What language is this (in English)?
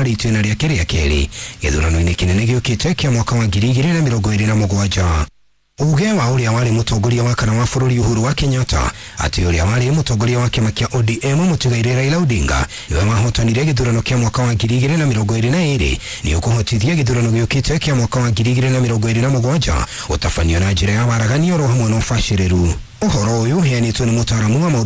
Kikuyu